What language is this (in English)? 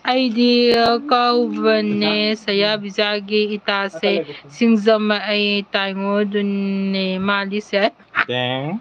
Manipuri